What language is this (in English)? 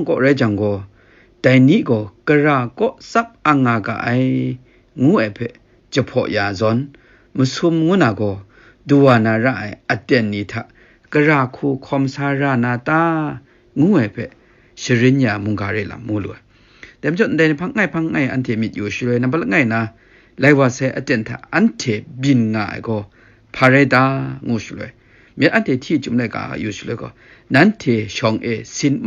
Kachin